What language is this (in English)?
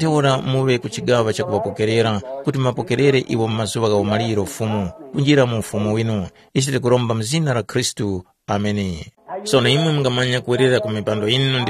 Tumbuka